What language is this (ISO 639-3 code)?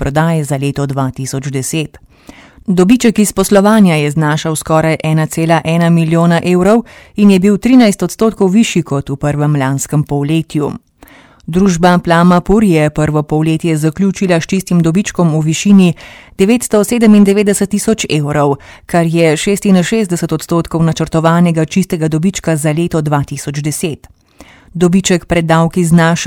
slv